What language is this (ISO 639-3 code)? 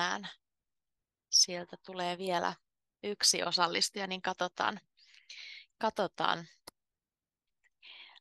fin